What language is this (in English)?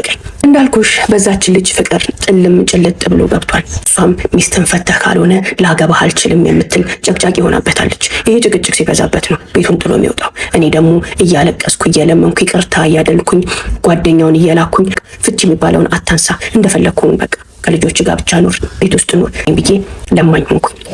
Amharic